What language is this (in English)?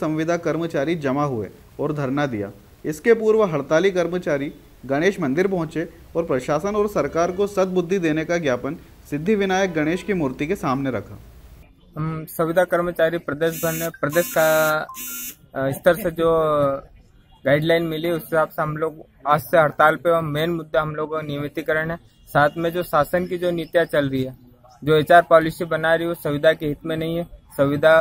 Hindi